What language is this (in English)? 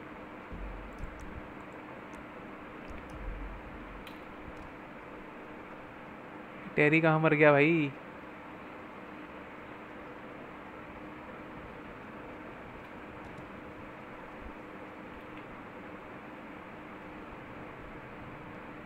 Hindi